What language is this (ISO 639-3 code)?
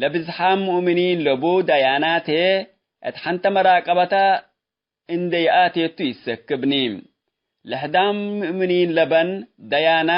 tig